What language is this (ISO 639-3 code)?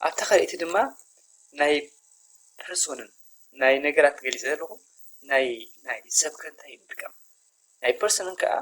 tir